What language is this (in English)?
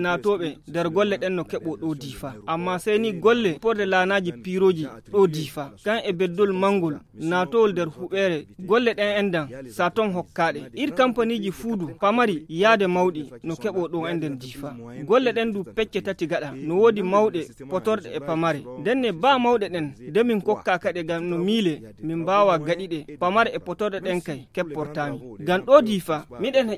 Fula